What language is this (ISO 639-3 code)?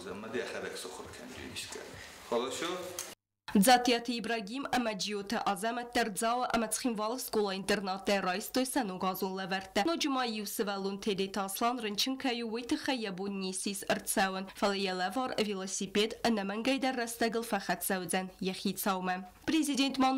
oss